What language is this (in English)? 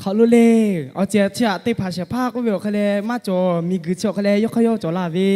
Lahu